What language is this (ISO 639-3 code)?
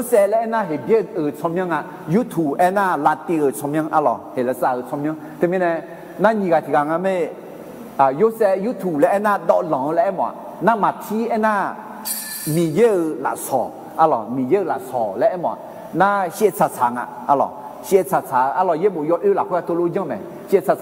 ahk